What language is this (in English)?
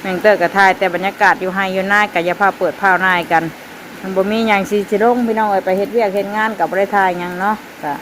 Northeastern Thai